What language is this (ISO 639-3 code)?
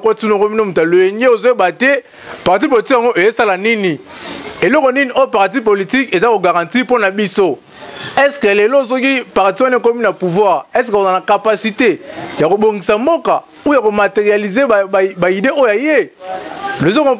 lin